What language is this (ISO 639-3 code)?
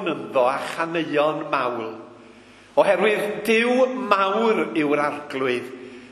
cym